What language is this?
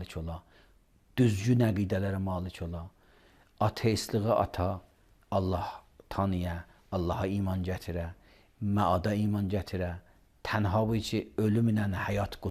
Azerbaijani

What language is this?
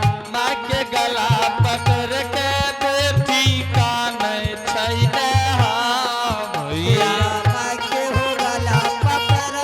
Angika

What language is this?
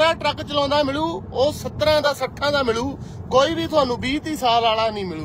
Punjabi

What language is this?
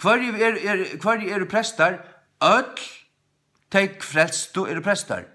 Faroese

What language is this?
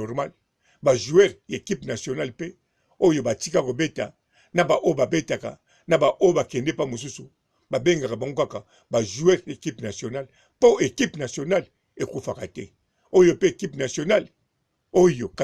Lingala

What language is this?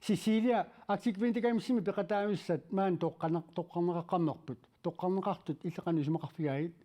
Kalaallisut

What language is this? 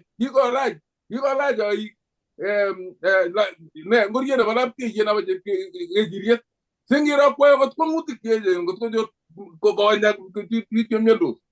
Kalenjin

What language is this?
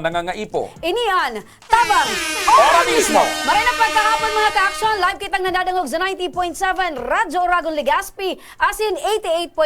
Bikol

